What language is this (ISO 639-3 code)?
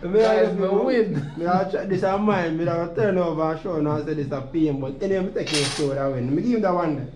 jam